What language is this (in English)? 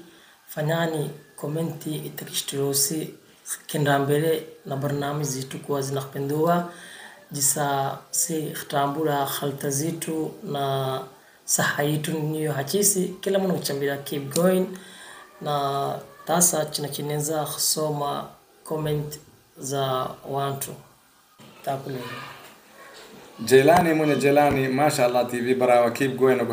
Swahili